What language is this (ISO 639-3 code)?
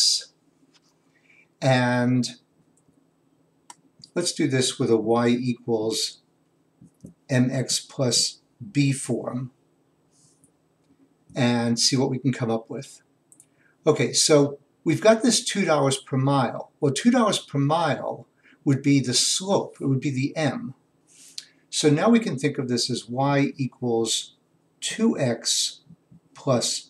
eng